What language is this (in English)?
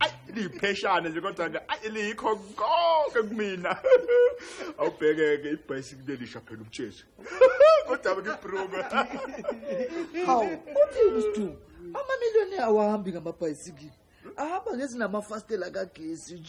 Zulu